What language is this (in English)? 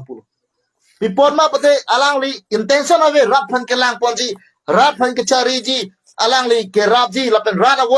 Karbi